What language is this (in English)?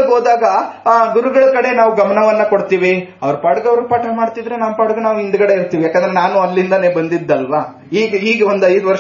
Kannada